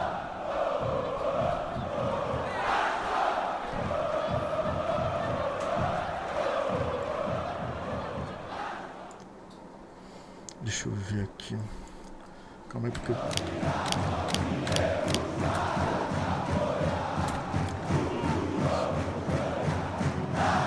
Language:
Portuguese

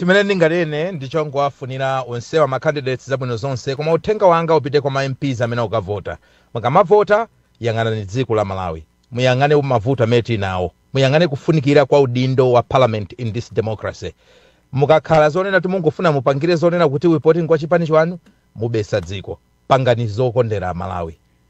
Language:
Nyanja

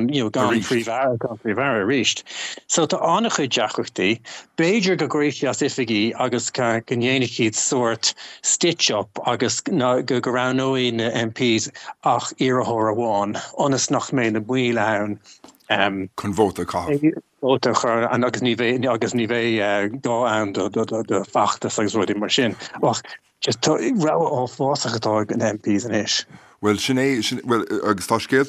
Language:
Irish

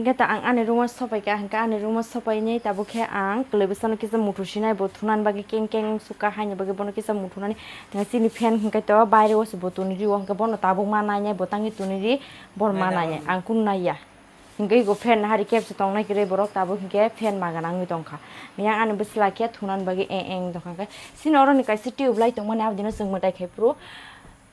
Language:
Kok Borok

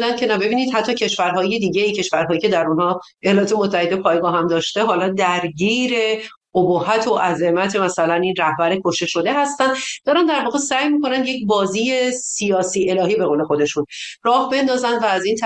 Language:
Persian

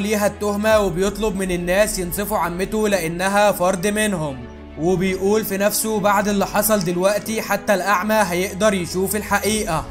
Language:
Egyptian Arabic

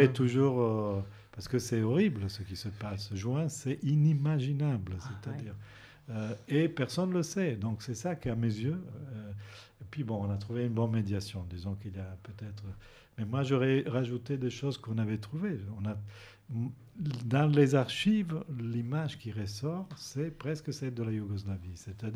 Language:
French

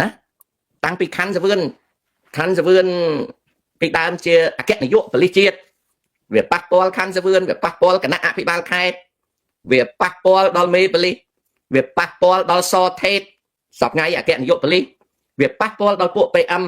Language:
Khmer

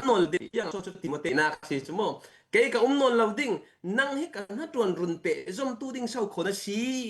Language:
Falam Chin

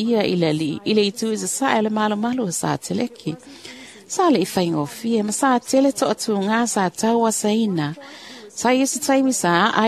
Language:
Samoan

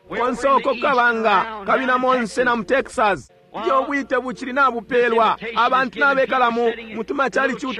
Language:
Bemba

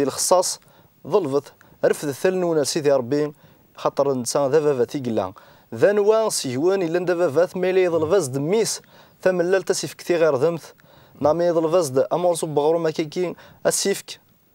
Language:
Kabyle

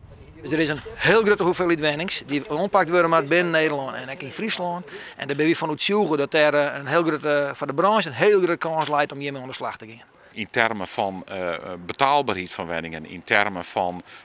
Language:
Western Frisian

